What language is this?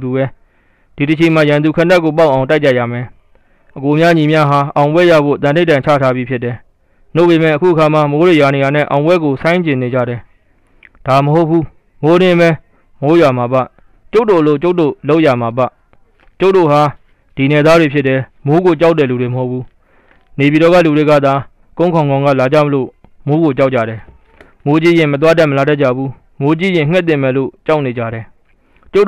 Burmese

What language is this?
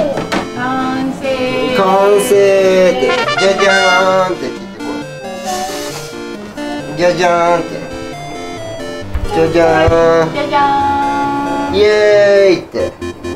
Japanese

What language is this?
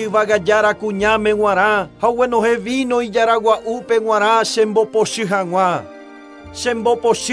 Guarani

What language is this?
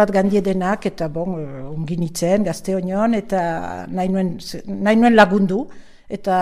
Basque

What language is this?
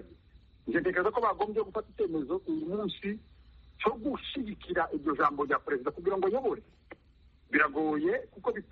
Kinyarwanda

